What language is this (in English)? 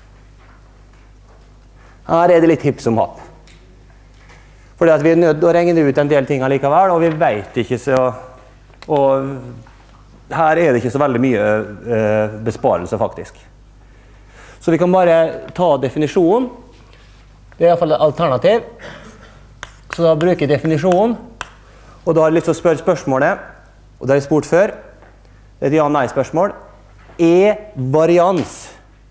Norwegian